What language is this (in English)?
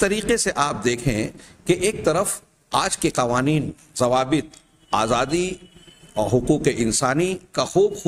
Urdu